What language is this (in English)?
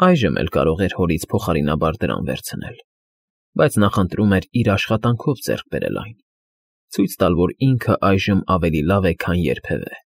Armenian